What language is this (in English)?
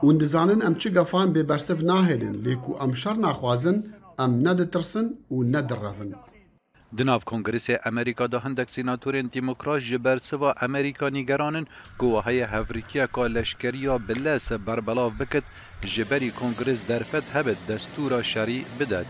Kurdish